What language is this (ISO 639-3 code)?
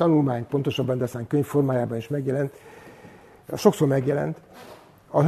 hun